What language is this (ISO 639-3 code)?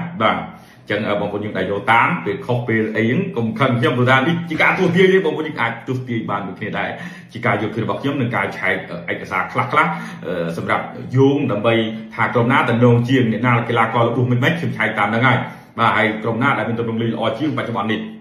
khm